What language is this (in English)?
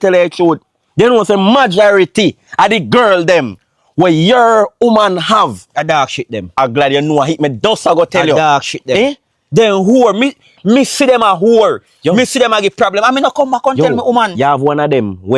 Jamaican Creole English